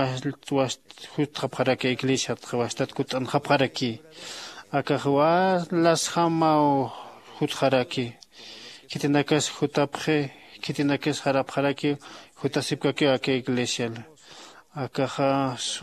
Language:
Aymara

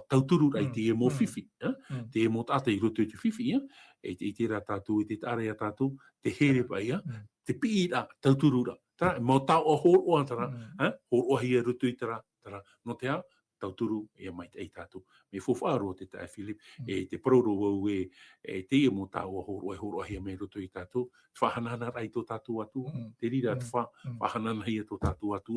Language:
Tahitian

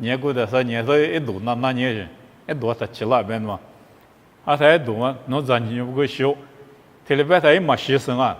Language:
Lisu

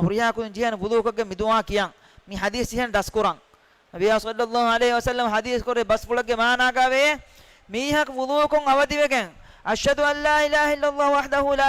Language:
Divehi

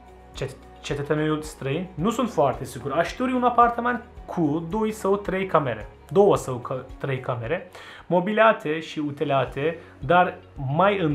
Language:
Romanian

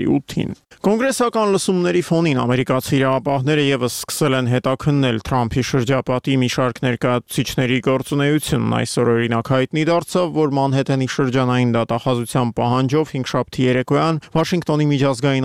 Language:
Armenian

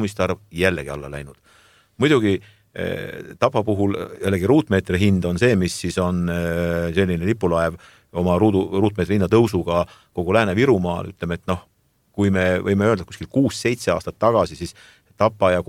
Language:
Estonian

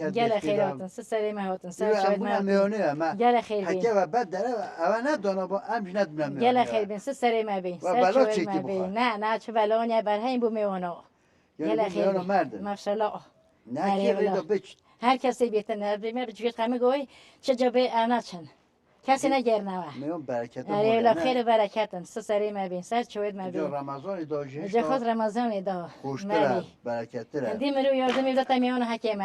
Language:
Kurdish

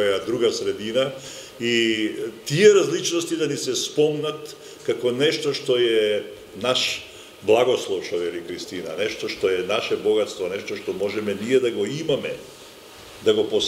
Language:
Macedonian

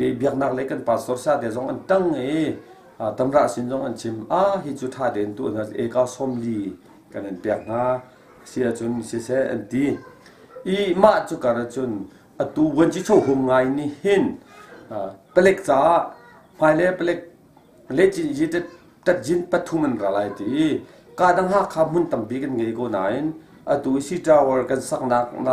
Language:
Hakha Chin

